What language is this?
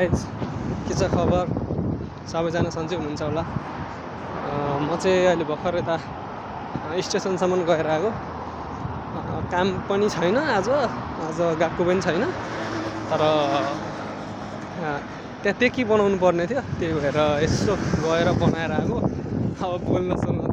Nepali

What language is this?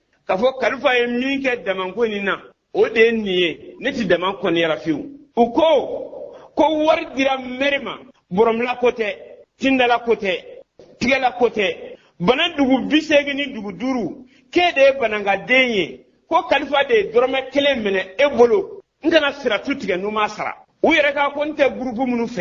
Bambara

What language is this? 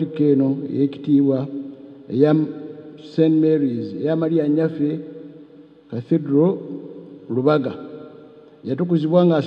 Ganda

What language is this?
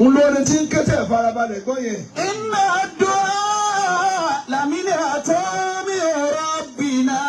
Yoruba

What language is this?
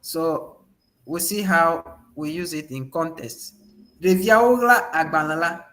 Ewe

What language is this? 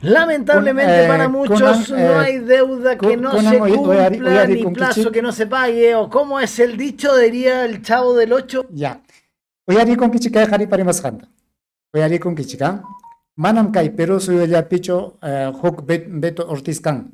Ayacucho Quechua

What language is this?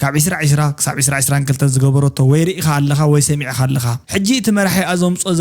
Tigrinya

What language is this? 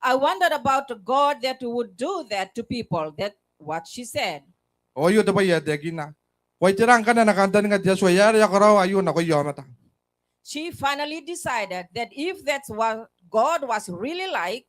Gilbertese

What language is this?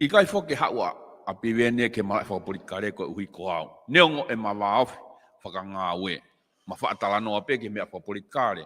Tongan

